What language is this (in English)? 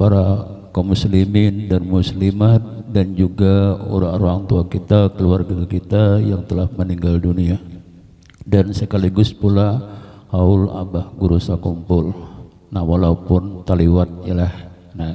Banjar